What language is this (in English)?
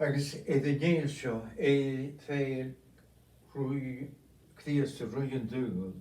Scottish Gaelic